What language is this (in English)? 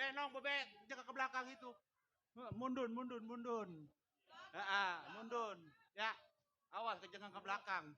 Betawi